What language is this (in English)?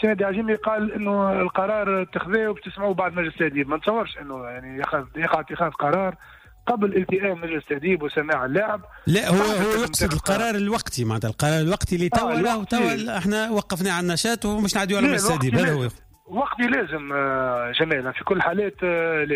Tunisian Arabic